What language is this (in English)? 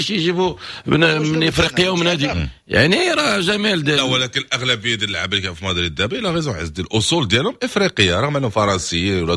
Moroccan Arabic